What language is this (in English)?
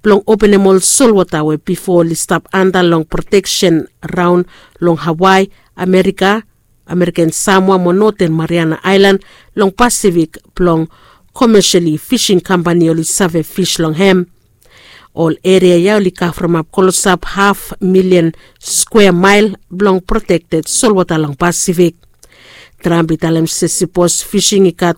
Bislama